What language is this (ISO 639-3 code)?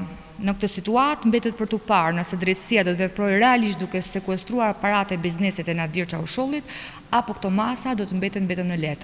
sqi